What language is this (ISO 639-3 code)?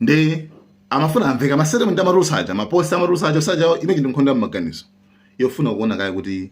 nya